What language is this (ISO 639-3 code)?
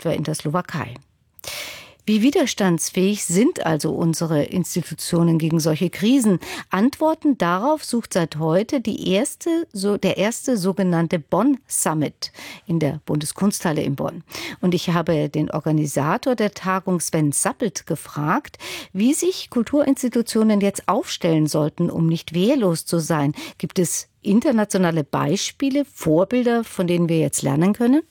deu